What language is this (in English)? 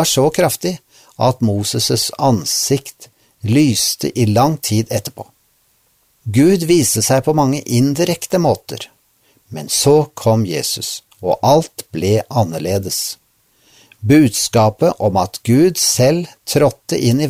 Norwegian